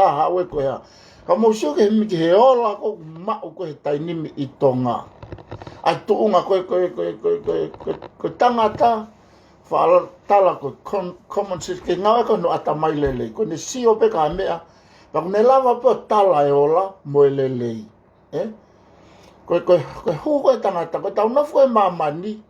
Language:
Tongan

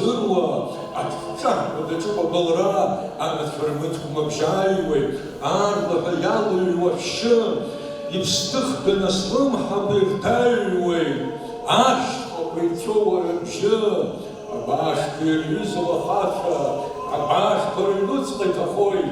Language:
Abkhazian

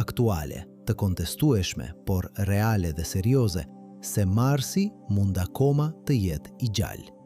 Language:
Albanian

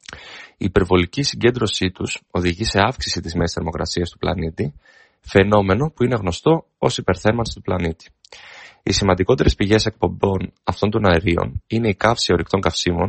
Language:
Greek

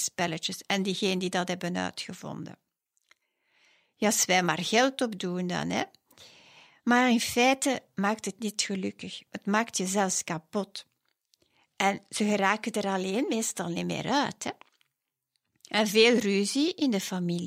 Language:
Dutch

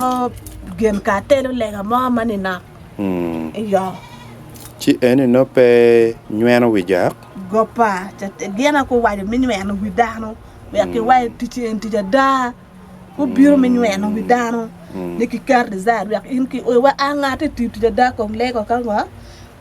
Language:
Acoli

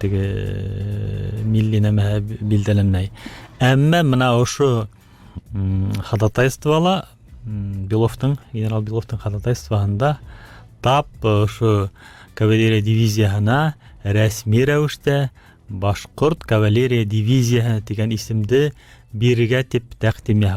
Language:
Bashkir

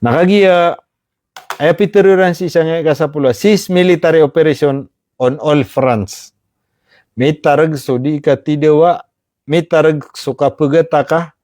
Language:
Maranao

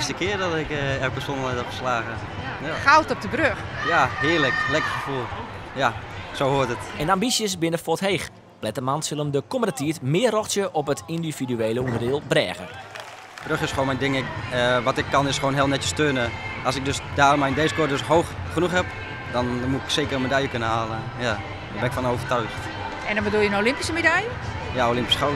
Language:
Western Frisian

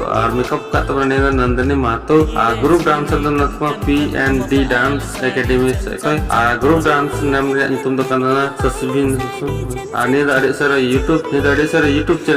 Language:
Santali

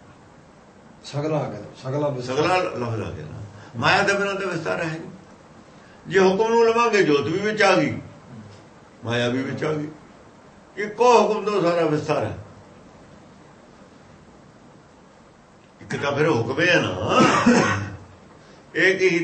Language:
Punjabi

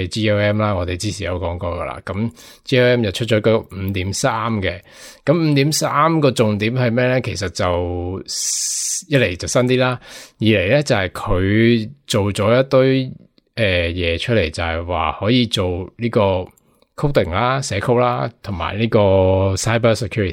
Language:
Cantonese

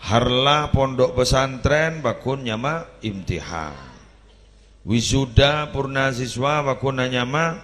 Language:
Madurese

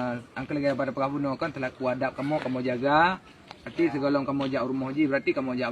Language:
Achinese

